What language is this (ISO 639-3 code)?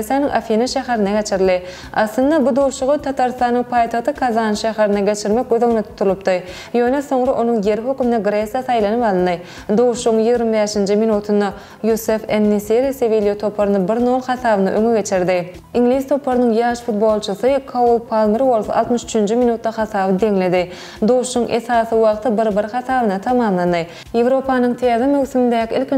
tuk